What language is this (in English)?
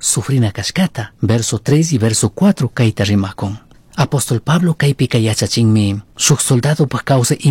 Chimborazo Highland Quichua